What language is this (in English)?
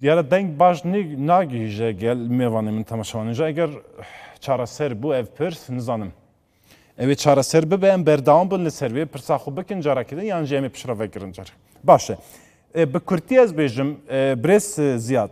Kurdish